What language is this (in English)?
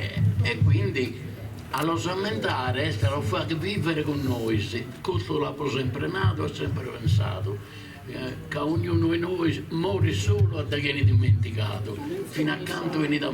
Sardinian